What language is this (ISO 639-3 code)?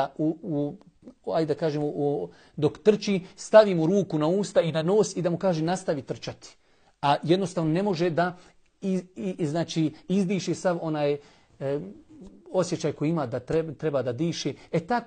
bos